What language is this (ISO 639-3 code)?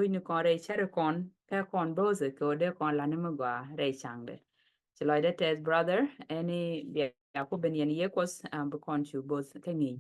nus